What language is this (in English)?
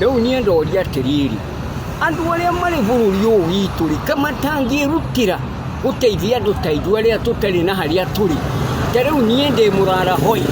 Kikuyu